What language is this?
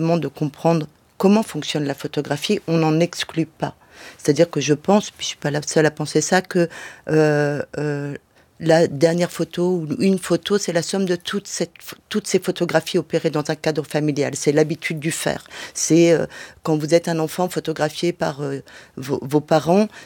French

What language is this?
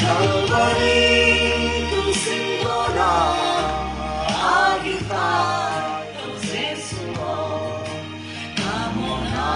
Tedim Chin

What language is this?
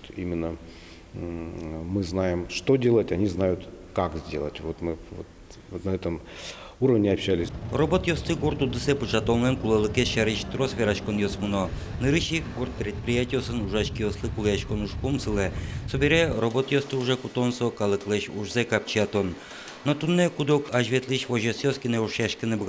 Udmurt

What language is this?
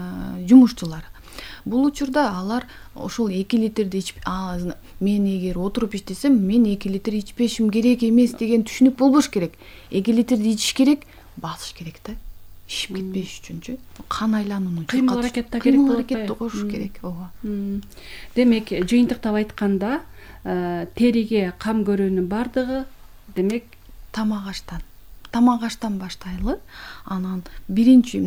Kyrgyz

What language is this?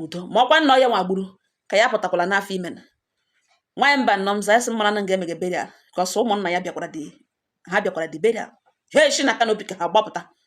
Igbo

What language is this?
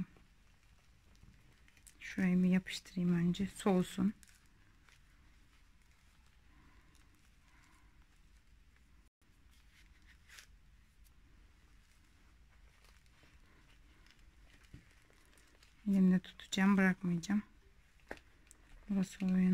Turkish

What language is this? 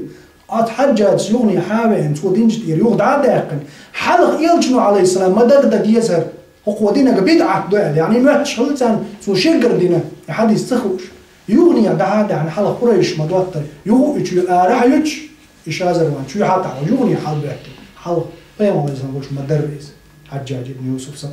Chechen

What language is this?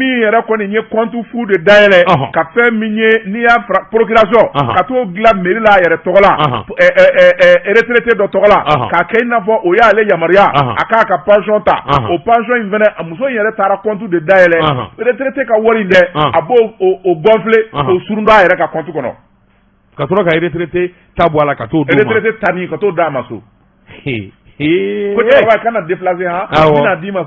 Bambara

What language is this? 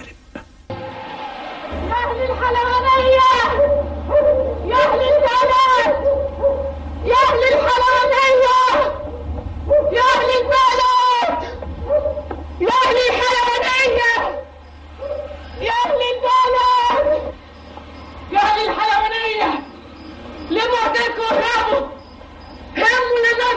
Egyptian Arabic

